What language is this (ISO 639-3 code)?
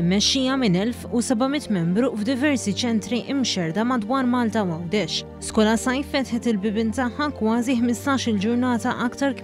mlt